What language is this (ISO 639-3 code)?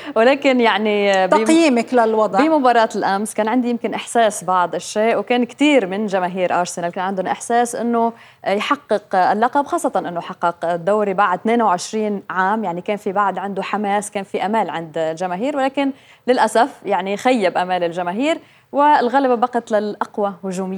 apc